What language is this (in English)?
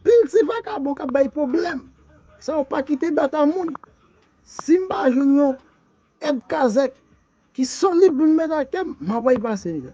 Haitian Creole